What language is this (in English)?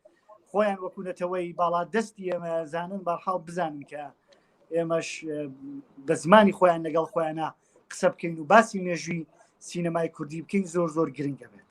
Central Kurdish